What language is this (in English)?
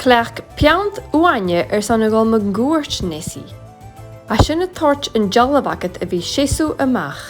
Scottish Gaelic